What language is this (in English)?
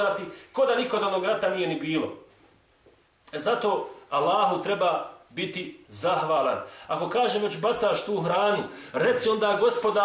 Bosnian